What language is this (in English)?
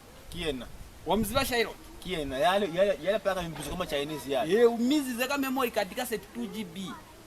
Lozi